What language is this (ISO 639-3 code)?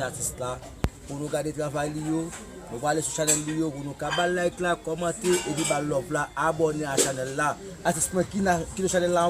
hat